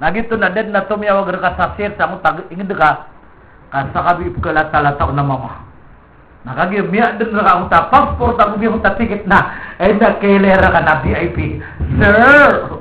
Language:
Maranao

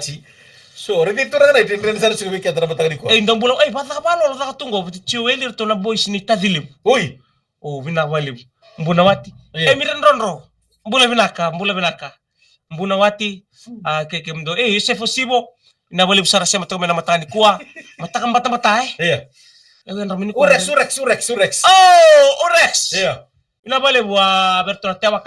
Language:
Fijian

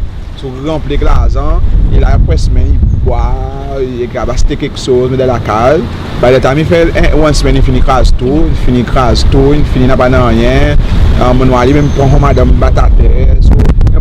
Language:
Seselwa Creole French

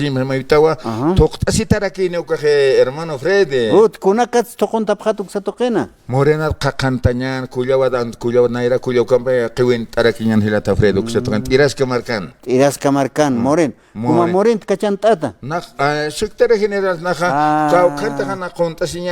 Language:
Aymara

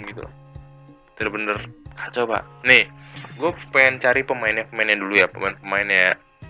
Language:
Indonesian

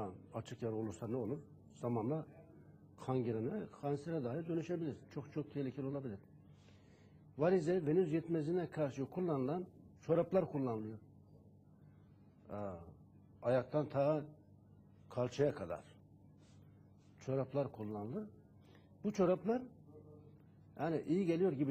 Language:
Turkish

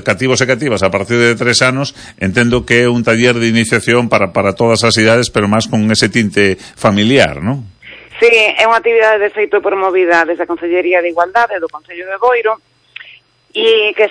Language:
Galician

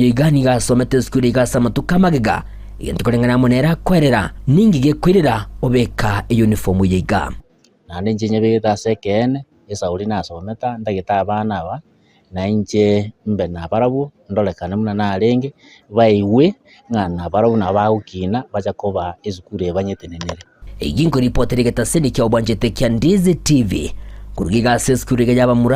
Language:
Gusii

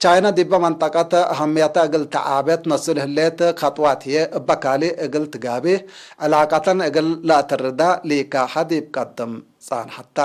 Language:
Tigre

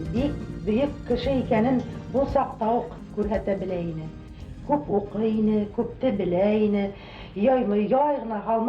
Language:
Bashkir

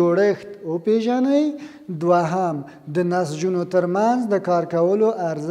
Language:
Pashto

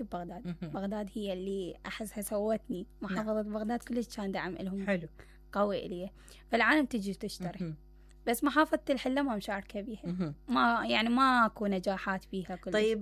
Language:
Mesopotamian Arabic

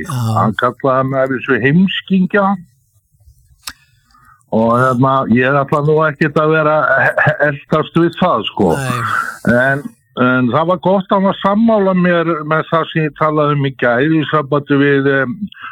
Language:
Icelandic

